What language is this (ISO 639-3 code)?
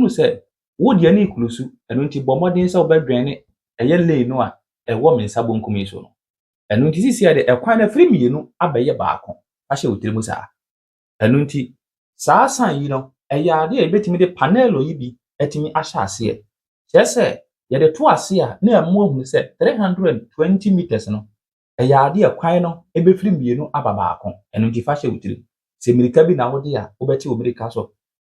aka